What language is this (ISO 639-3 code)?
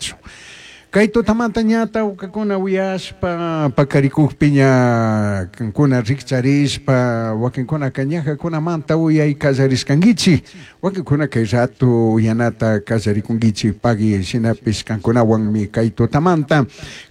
qug